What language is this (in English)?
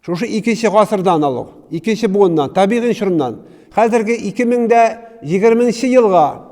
Tatar